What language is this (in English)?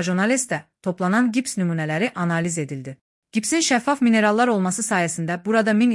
Azerbaijani